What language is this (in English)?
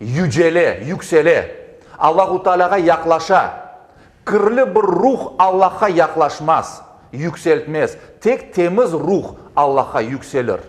Crimean Tatar